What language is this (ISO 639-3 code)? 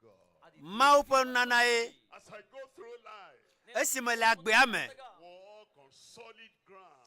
ewe